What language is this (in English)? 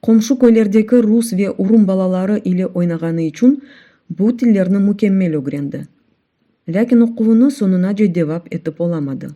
Crimean Tatar